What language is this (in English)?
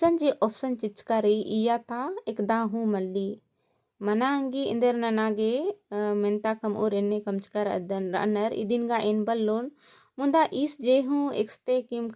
Kurukh